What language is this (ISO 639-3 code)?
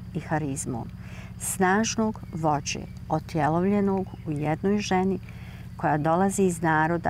bos